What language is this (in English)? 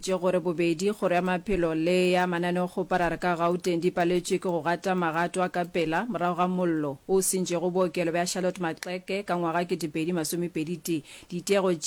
Northern Sotho